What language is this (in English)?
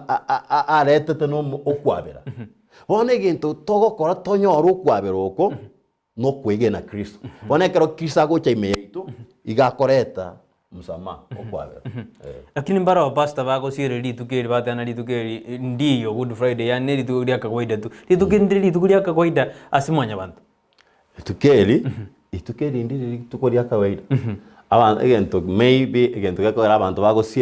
Gusii